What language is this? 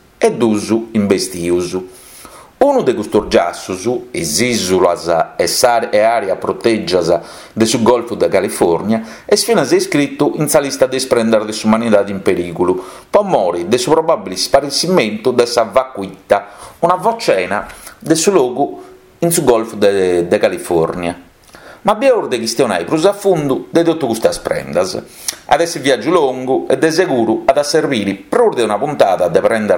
Sardinian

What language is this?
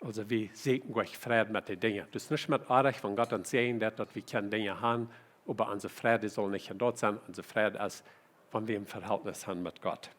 Plautdietsch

